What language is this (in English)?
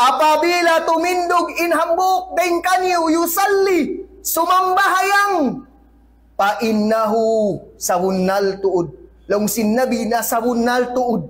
Tausug